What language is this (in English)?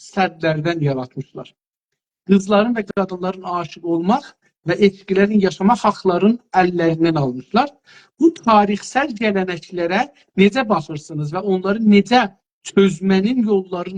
South Azerbaijani